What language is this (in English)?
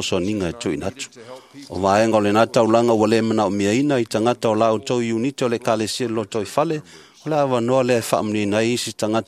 Samoan